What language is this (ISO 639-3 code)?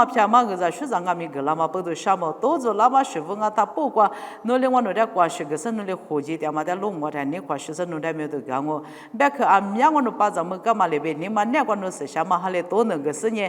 lis